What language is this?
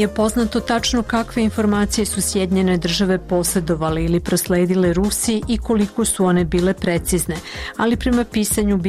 Bosnian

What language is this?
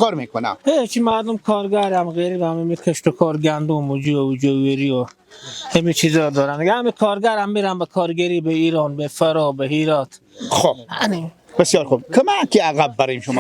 Persian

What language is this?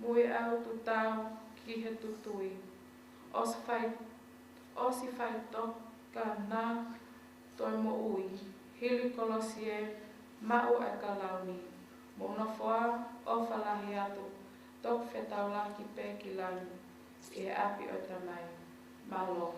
Tongan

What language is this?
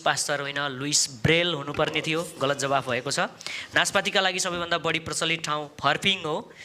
Nepali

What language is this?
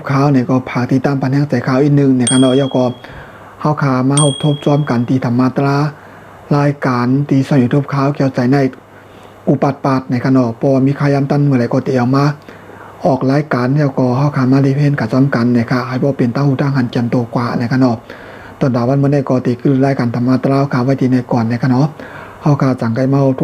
Shan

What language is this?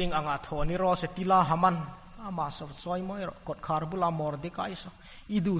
Hmar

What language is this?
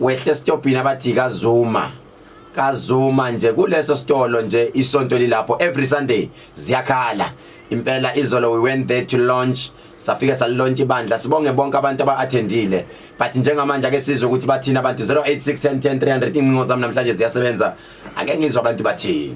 Zulu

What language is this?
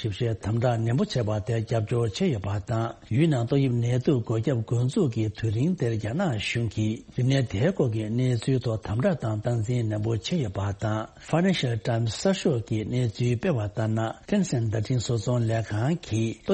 Tibetan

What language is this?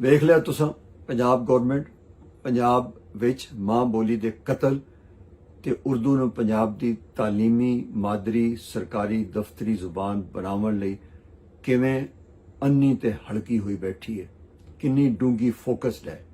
Western Panjabi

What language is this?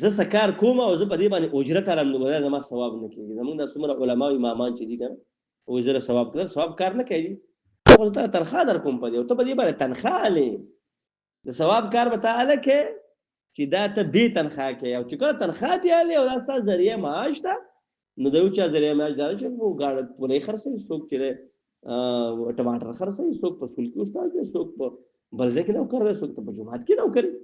Pashto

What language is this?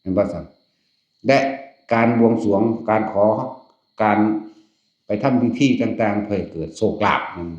Northeastern Thai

